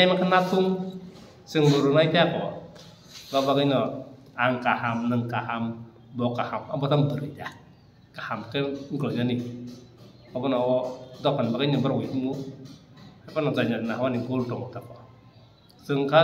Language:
Kok Borok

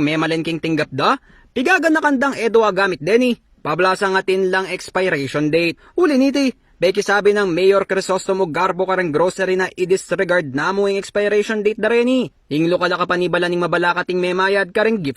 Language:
Pampanga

